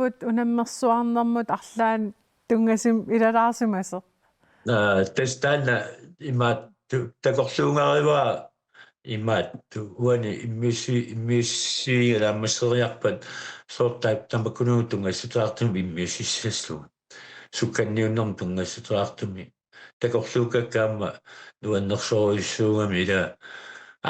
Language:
Kalaallisut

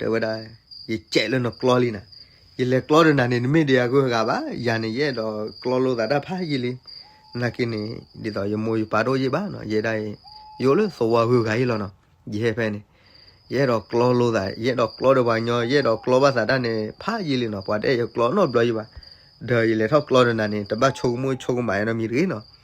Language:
S'gaw Karen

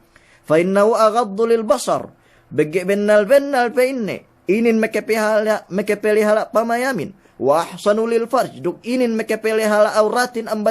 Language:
Yakan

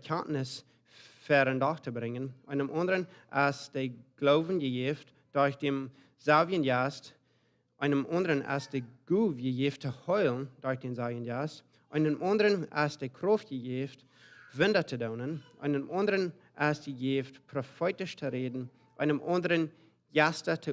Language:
Plautdietsch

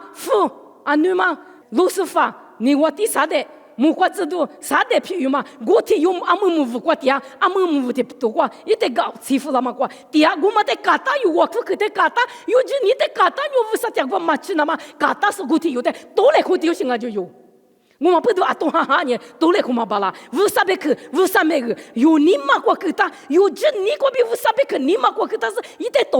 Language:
Lisu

